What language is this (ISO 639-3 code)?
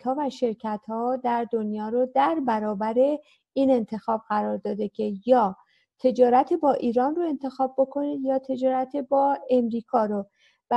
fas